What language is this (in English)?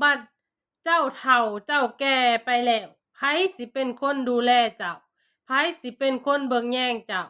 Lao